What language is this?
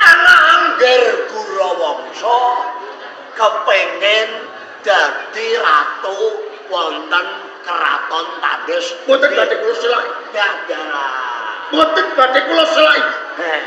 Javanese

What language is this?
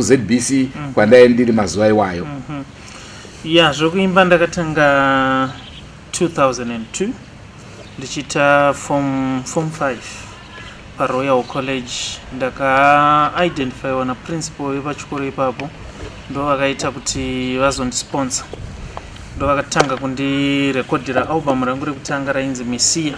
Shona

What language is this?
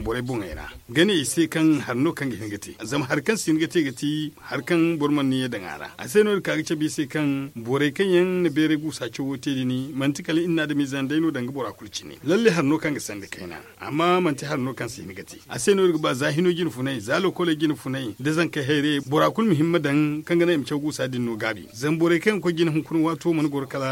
Zarma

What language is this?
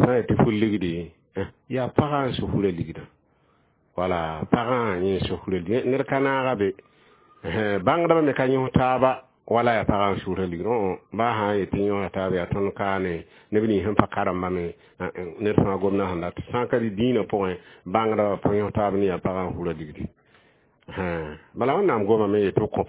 Mossi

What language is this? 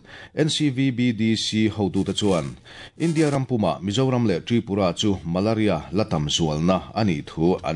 Mizo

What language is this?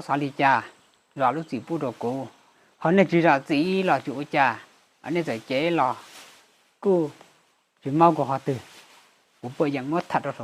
Hmong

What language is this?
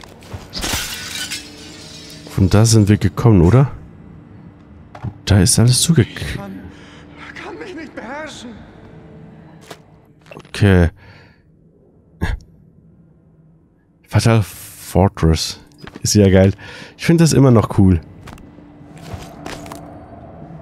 German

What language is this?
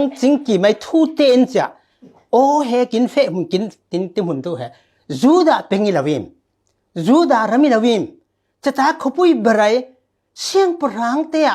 Falam Chin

